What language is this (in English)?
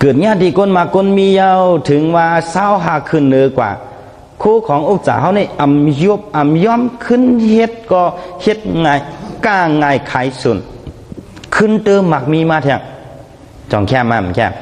Shan